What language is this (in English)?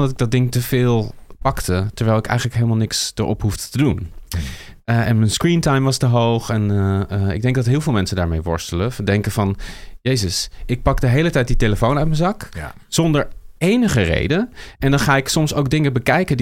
Dutch